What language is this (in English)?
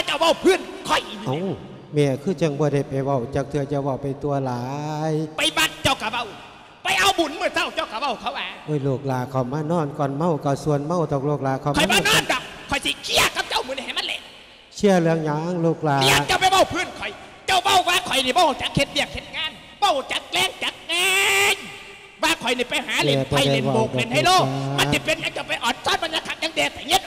Lao